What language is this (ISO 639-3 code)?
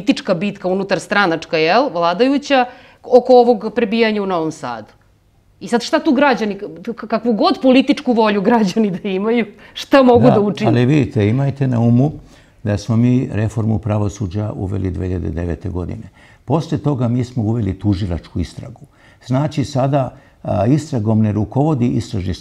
srp